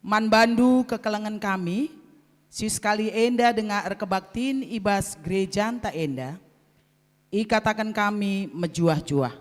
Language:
Batak Karo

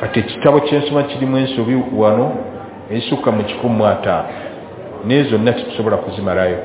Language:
Ganda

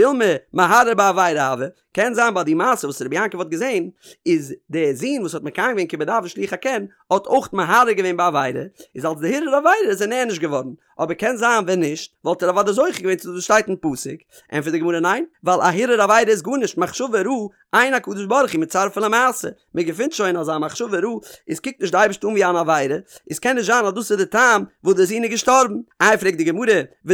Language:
Yiddish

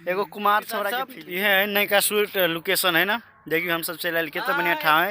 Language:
Maithili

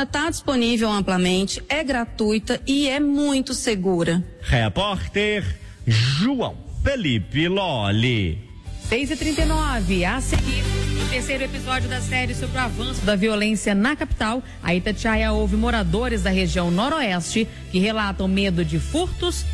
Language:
Portuguese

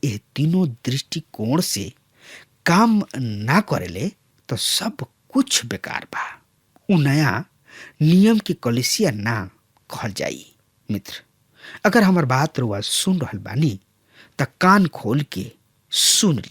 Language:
Bhojpuri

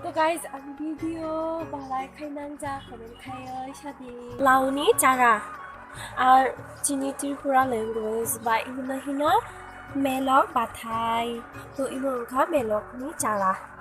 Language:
Kok Borok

